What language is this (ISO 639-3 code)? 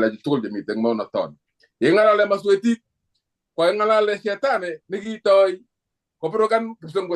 kln